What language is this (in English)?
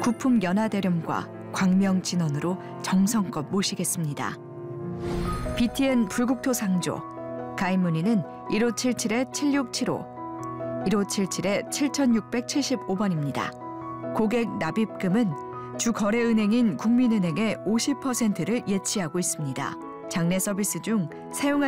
Korean